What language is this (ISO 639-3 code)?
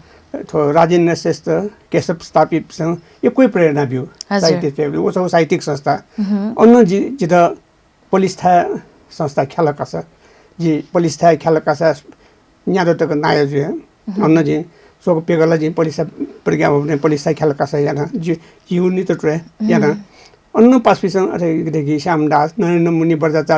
new